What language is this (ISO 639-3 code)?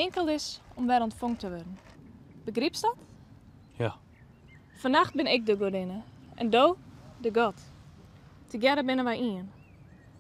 fry